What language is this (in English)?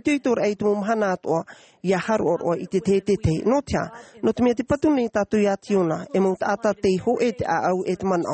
Tahitian